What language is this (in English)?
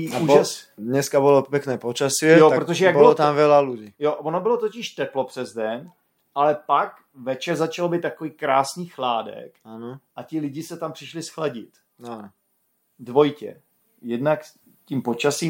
Czech